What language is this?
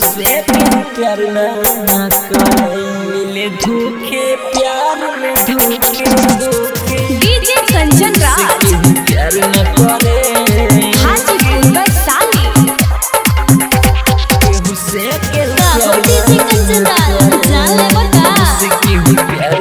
Bhojpuri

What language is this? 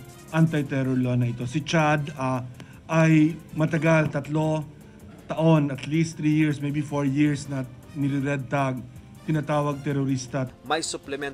Filipino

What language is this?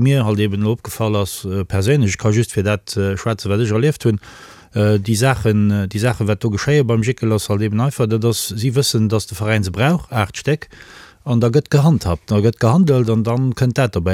Luxembourgish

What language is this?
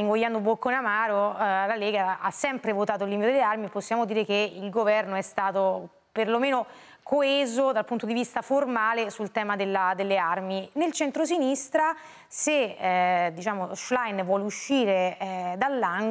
Italian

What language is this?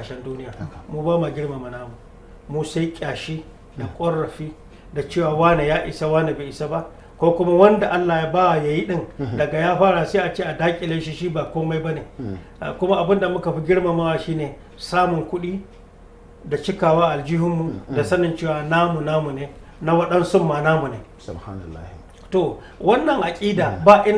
Hausa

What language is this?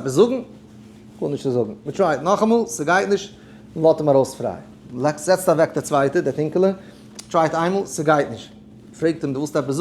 Yiddish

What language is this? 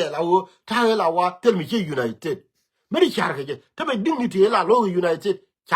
Nuer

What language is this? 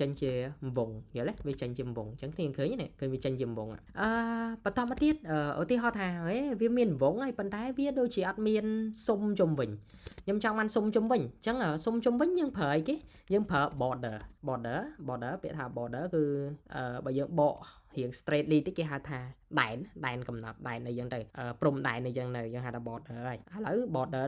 Khmer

